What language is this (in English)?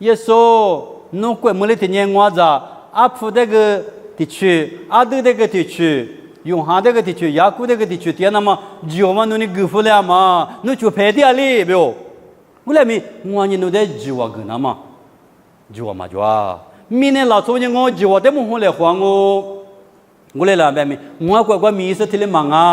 Lisu